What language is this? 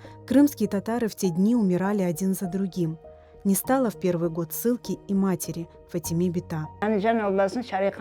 Crimean Tatar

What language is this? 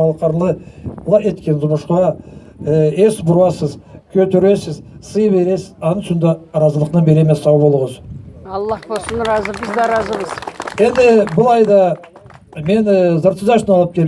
Karachay-Balkar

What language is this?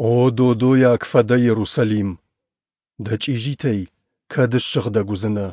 Ossetic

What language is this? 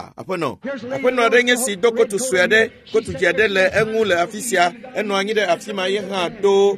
Ewe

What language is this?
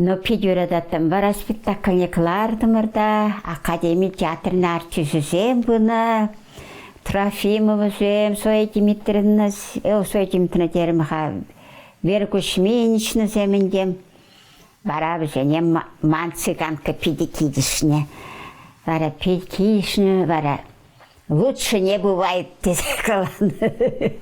Chuvash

